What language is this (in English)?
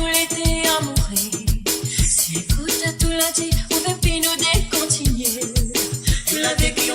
Morisyen